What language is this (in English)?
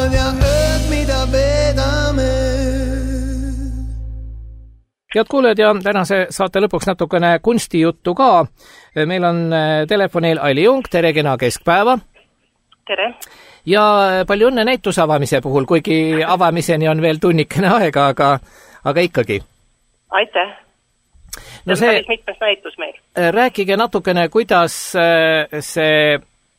Estonian